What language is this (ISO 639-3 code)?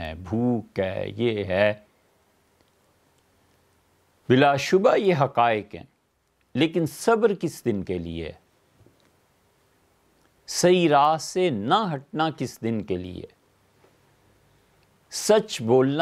urd